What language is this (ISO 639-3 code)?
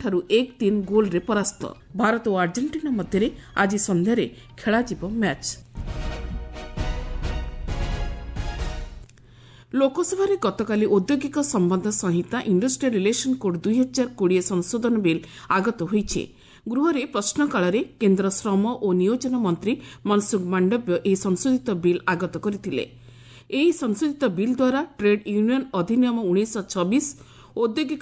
ori